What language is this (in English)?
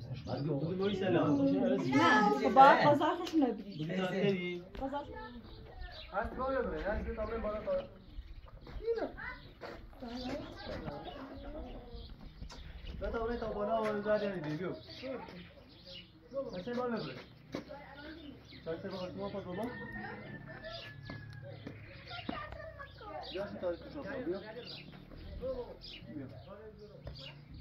Persian